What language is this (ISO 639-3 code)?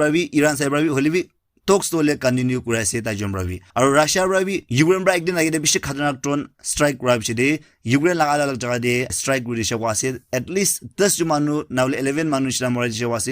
nag